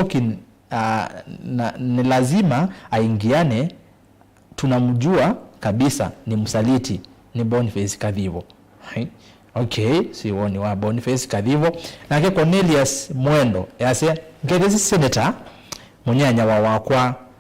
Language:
Kamba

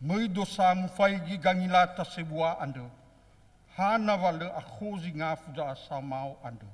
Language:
Nias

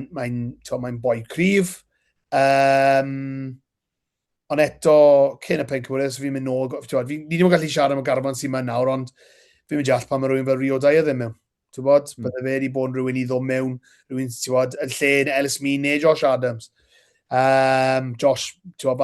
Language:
Welsh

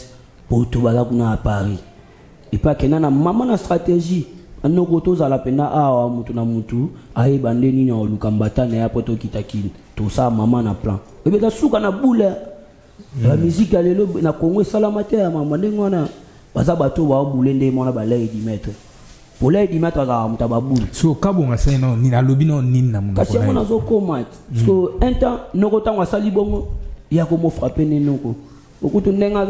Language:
Lingala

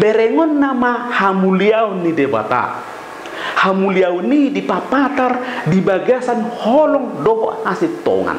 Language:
Batak Toba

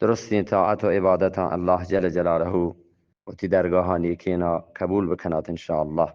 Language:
Eastern Balochi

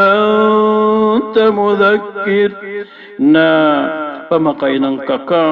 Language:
Maranao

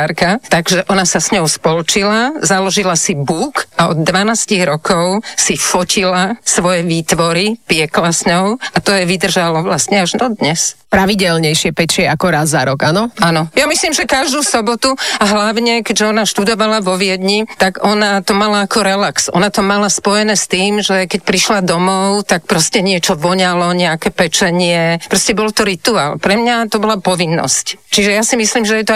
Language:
Slovak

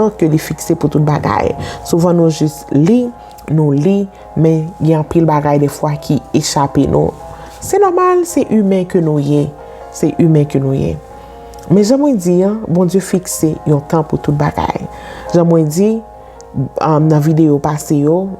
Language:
Haitian Creole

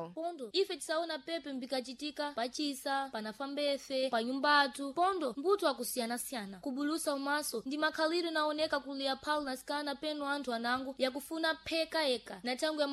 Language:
Sena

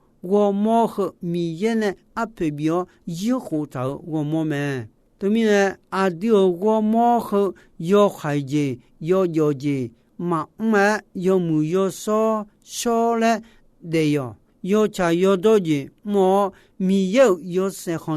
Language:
Akha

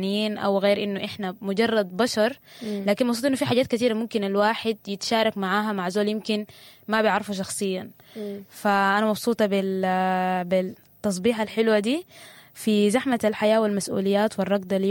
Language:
Sudanese Arabic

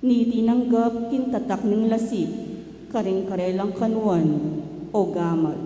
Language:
Pampanga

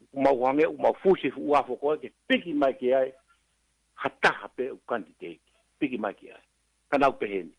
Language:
Tongan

